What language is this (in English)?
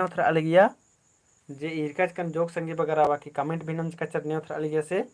Kurukh